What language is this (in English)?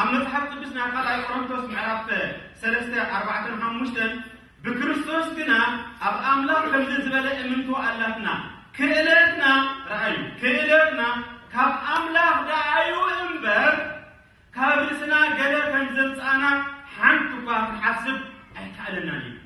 Tigrinya